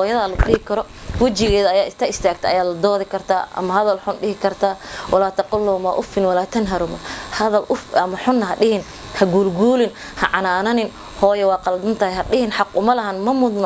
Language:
Somali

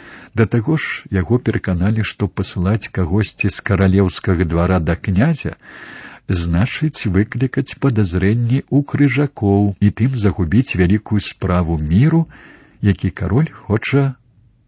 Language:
Belarusian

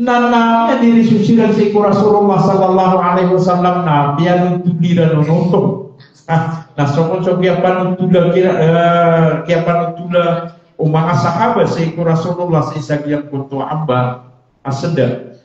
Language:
Maranao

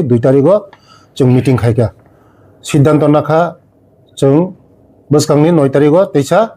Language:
Kok Borok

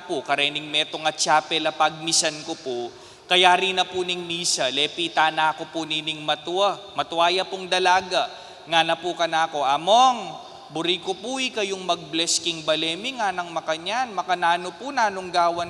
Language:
Pampanga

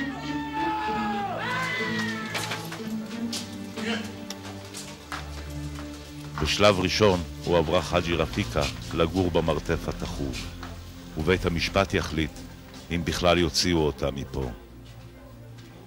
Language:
Hebrew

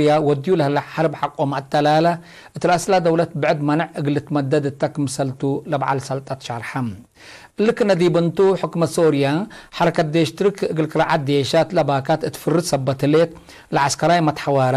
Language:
Tigre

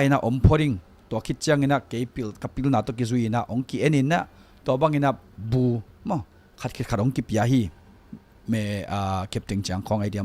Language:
Tedim Chin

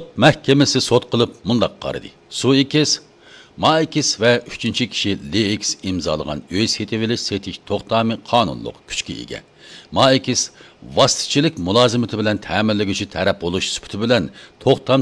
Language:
Uyghur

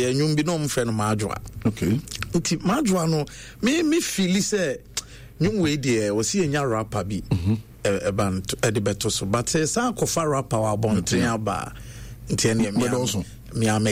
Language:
Akan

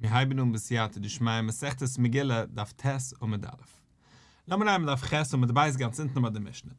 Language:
Yiddish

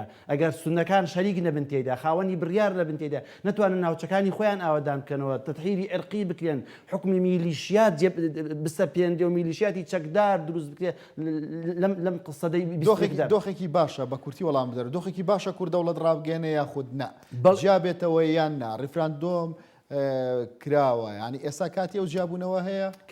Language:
Central Kurdish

